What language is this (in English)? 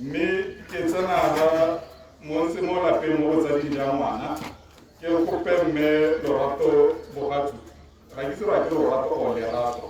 Tswana